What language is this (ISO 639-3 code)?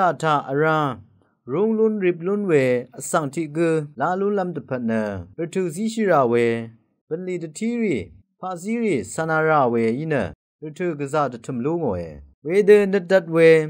raw